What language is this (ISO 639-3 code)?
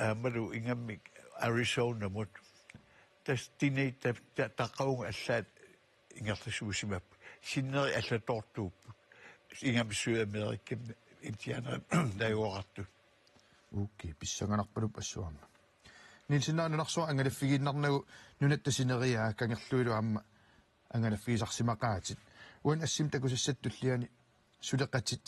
kal